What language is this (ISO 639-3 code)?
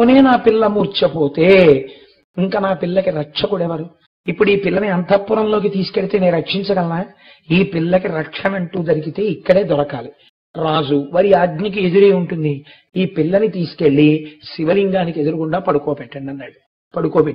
tel